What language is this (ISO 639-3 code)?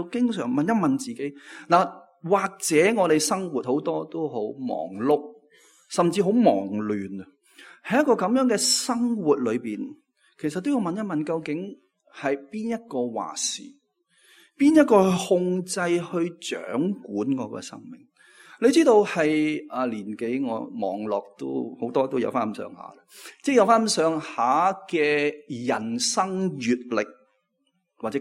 yue